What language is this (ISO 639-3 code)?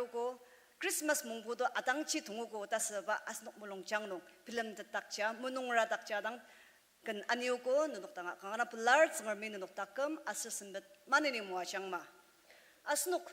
njo